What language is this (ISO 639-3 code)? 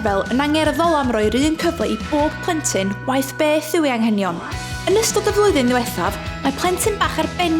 cym